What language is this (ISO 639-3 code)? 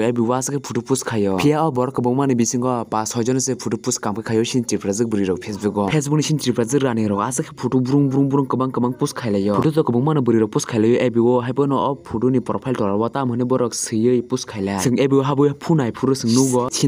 trp